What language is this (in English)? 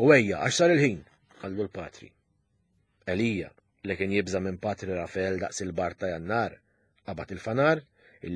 Maltese